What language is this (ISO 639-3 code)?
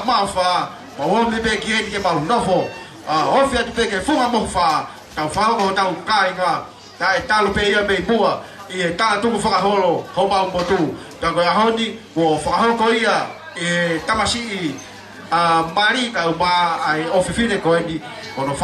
ton